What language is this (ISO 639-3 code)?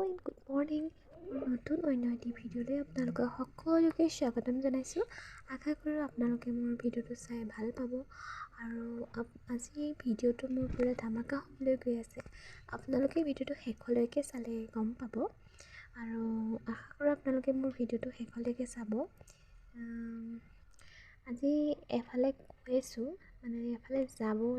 asm